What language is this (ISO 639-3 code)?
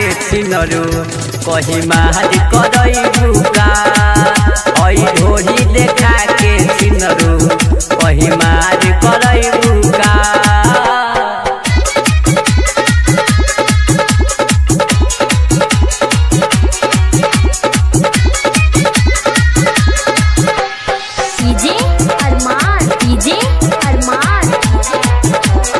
bho